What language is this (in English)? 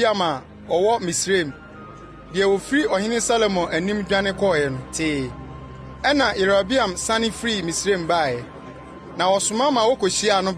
Akan